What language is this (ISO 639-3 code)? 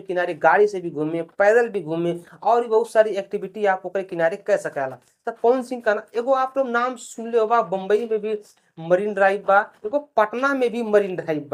bho